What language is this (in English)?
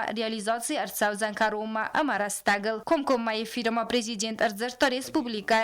Ossetic